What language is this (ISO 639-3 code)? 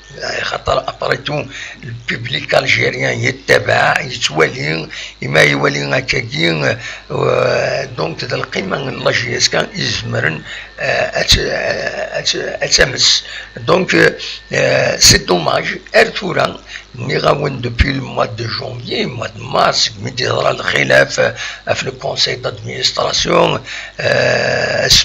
kab